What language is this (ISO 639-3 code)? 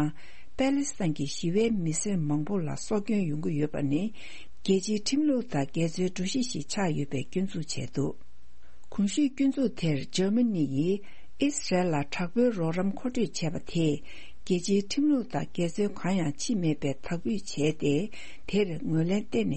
bod